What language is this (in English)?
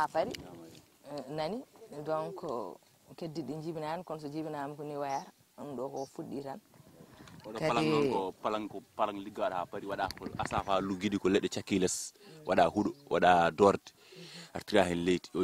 Fula